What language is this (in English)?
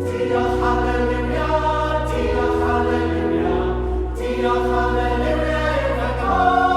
Welsh